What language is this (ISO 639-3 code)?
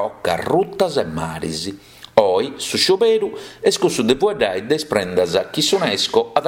srd